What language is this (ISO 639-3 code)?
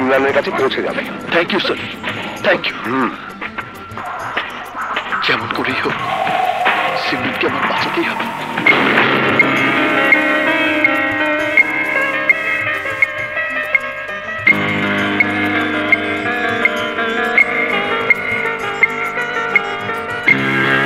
ben